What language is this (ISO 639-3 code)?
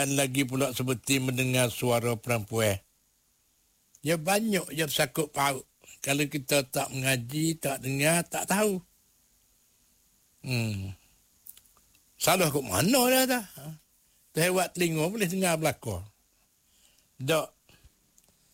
msa